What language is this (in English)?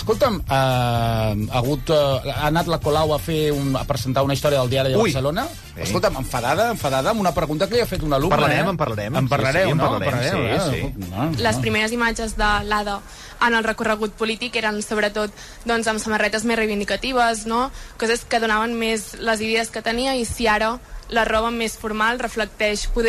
Catalan